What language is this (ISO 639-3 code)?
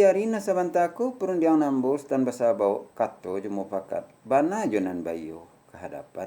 min